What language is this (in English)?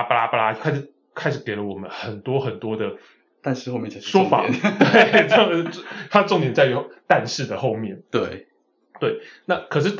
Chinese